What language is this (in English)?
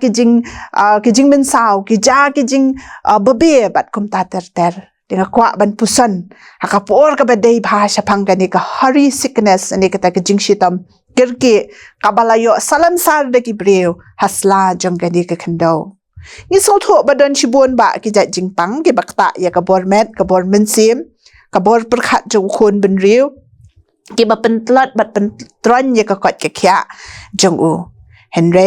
Khasi